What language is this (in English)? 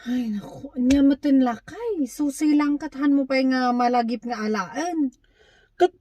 Iloko